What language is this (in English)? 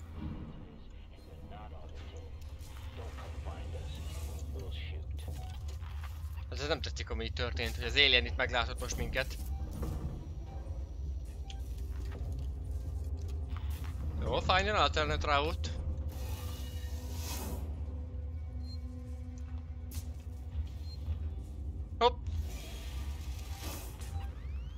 Hungarian